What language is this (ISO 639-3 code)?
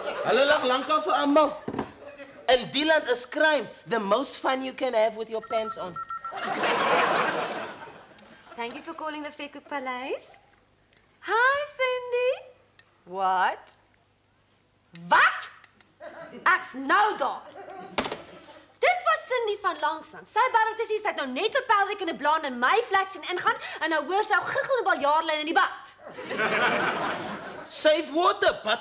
afr